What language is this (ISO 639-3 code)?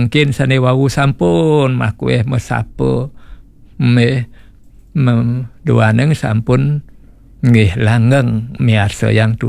ban